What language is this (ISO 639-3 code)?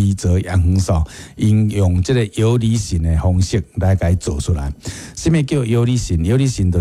nan